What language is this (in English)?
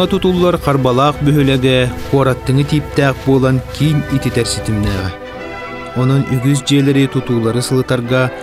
Yakut